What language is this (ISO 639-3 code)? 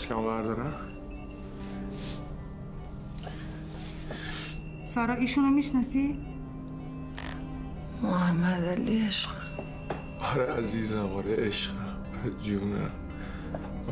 fas